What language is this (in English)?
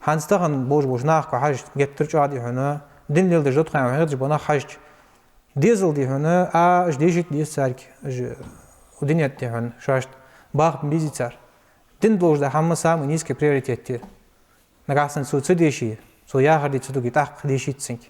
Ingush